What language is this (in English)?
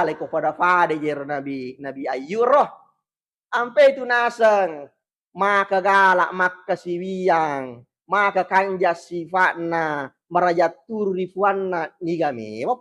Buginese